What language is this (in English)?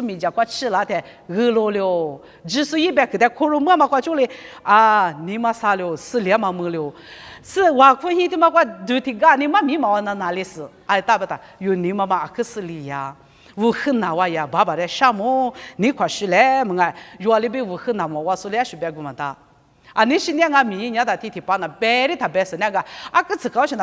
Lisu